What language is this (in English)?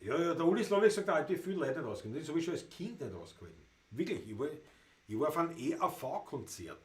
Bavarian